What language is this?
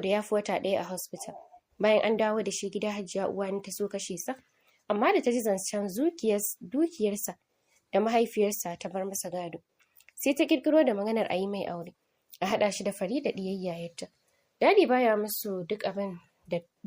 Hausa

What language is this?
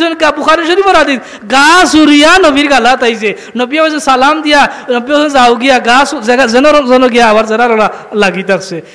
Sylheti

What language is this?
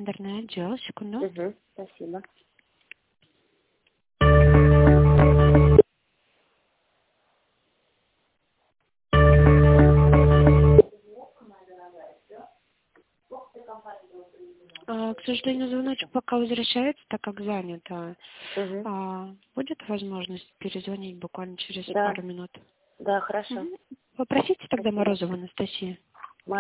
Russian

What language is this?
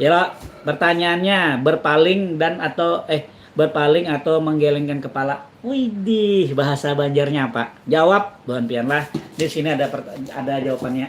Banjar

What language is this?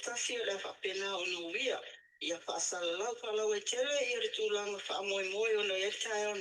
Samoan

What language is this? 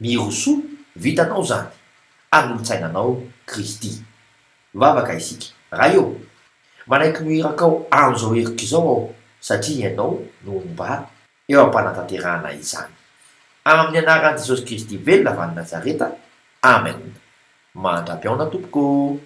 Malagasy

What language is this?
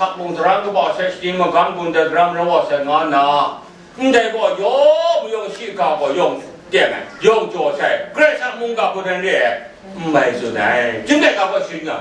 Kachin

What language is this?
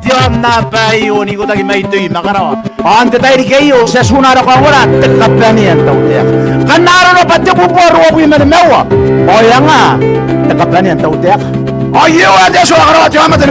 Gilbertese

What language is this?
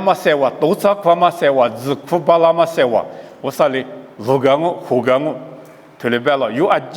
Lisu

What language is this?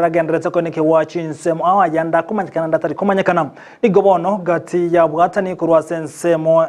Gusii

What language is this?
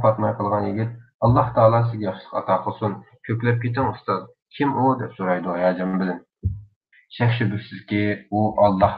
Uyghur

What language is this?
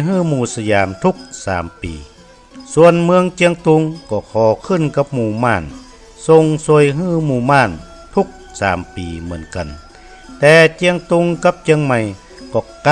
Northern Thai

